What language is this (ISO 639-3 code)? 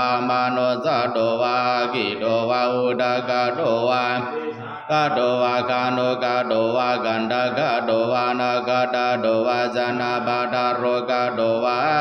pli